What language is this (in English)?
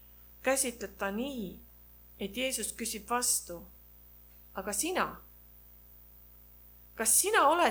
Estonian